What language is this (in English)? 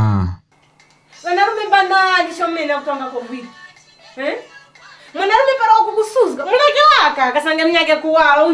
Tumbuka